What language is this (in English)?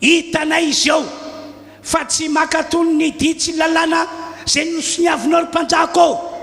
Malagasy